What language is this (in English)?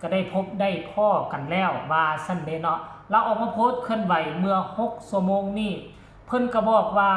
Lao